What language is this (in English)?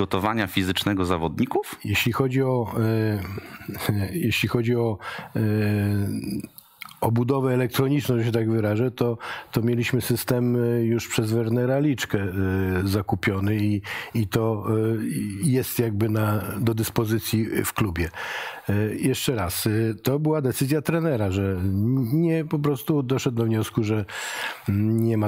Polish